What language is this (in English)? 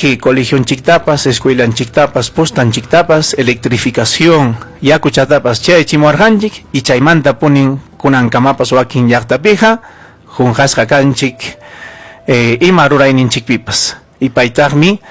Ayacucho Quechua